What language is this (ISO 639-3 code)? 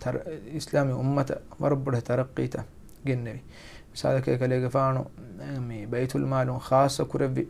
div